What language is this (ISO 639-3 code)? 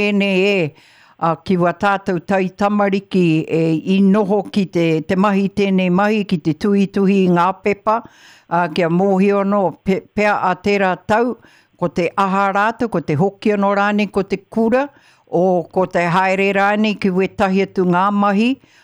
mri